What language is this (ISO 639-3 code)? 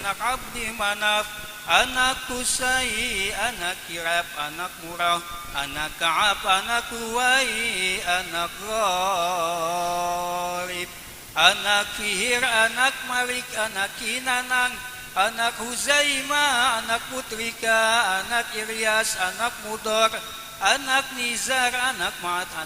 bew